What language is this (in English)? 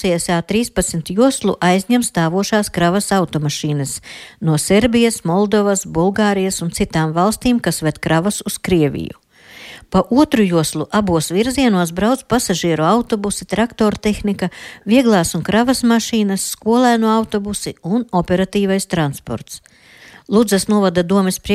Latvian